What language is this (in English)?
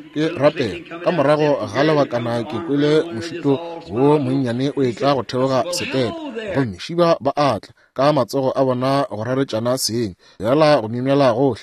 Northern Sotho